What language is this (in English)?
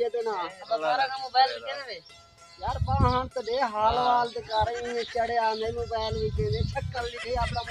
Saraiki